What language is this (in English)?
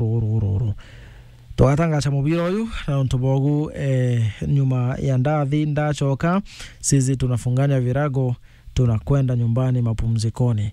Meru